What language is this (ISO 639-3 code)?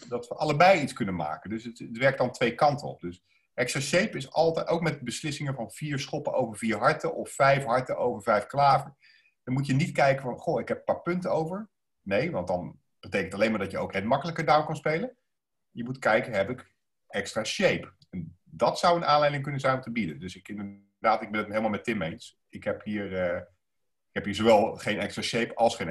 nld